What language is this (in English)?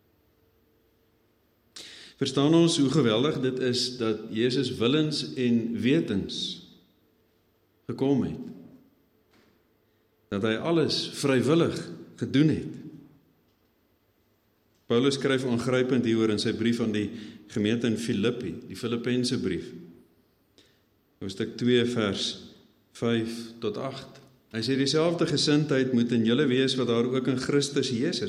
Afrikaans